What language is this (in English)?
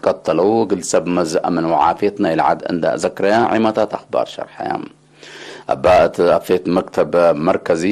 Tigre